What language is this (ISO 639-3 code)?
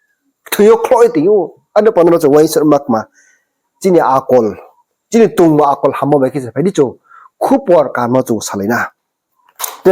ria